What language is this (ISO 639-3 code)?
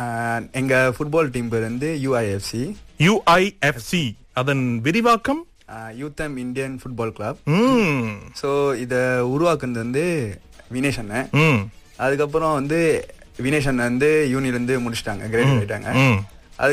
tam